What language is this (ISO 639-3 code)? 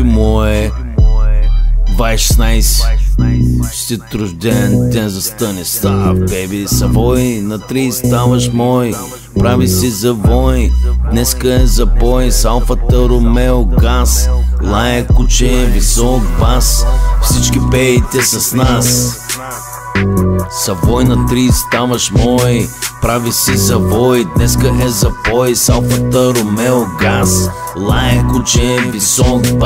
bul